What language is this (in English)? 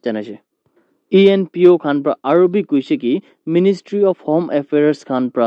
Naga Pidgin